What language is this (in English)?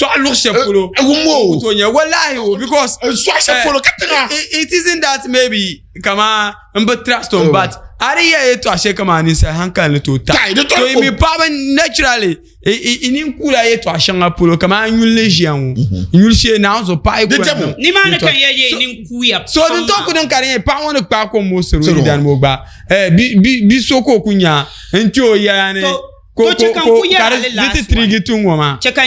Dagbani